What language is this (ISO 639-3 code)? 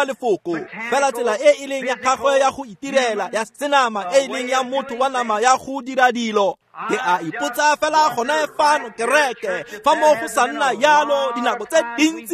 tsn